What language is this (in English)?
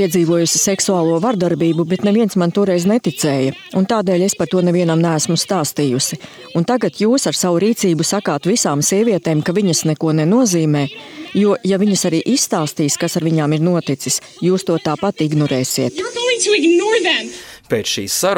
Latvian